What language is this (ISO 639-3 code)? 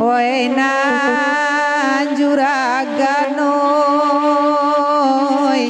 min